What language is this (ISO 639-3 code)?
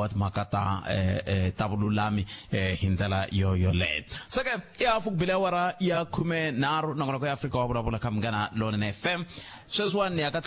tso